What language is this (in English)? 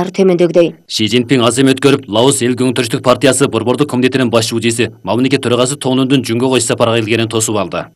Kyrgyz